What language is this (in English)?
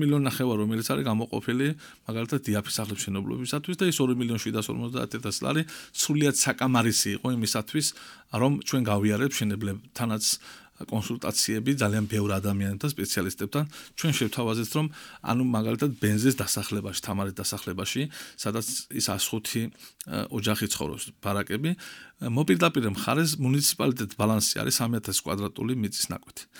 Georgian